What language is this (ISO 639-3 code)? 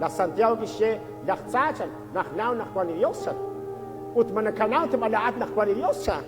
kek